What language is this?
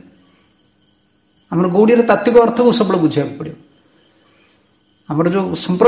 Odia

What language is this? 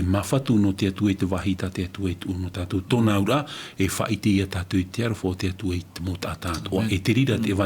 Tahitian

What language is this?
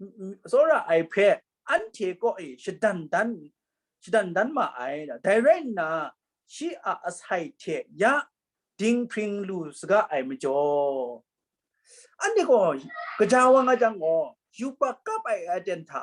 Kachin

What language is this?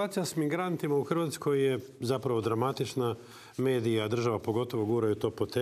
Serbian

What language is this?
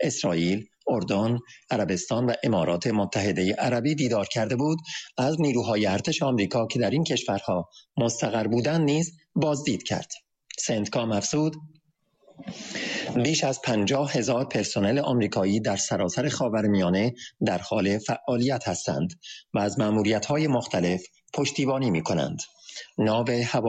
Persian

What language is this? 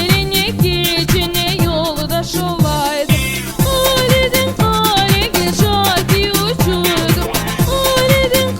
Crimean Tatar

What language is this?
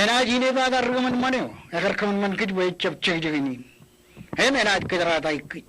Marshallese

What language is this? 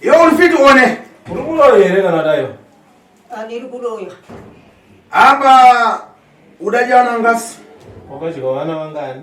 Shona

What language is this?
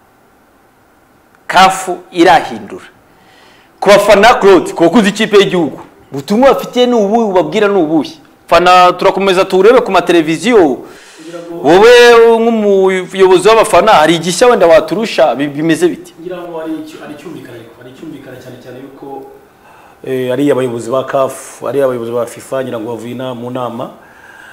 Kinyarwanda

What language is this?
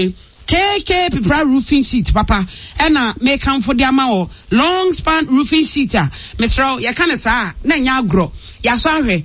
Akan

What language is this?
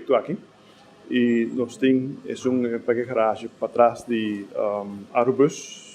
Papiamento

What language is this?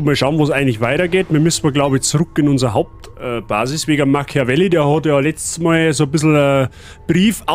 Bavarian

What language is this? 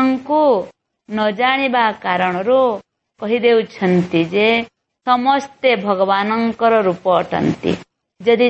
Odia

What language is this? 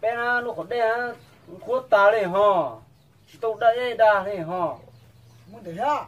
Hmong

